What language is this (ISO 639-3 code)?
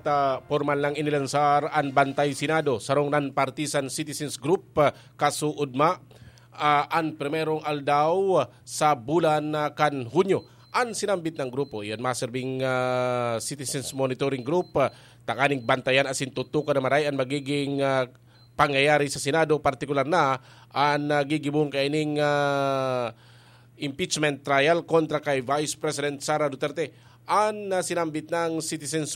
bik